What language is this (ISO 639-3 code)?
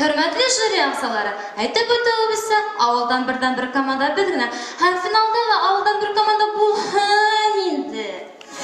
bak